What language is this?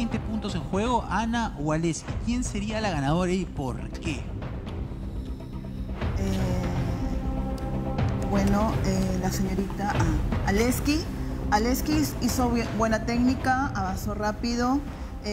Spanish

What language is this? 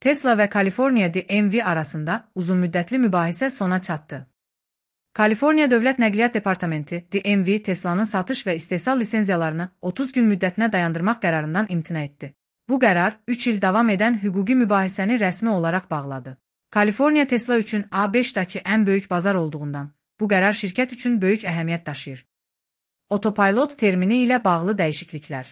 Azerbaijani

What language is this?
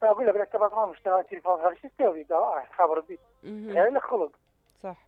Mesopotamian Arabic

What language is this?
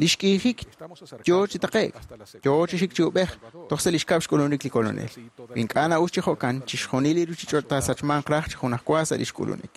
Kekchí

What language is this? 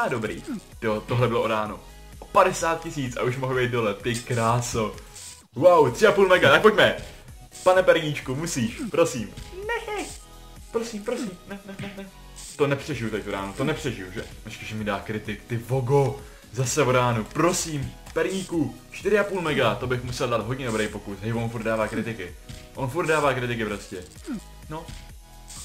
Czech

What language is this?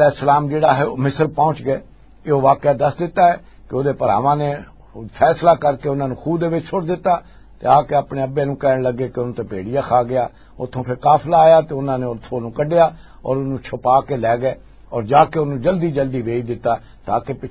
Western Panjabi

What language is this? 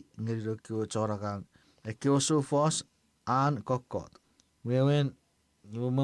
Chuukese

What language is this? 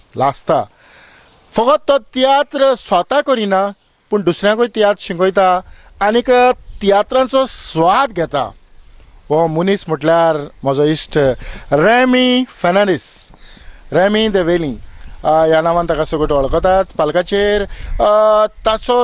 Konkani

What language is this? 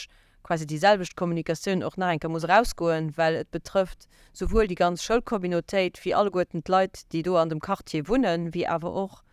Luxembourgish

